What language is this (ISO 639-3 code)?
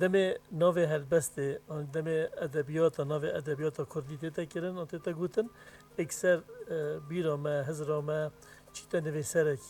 kur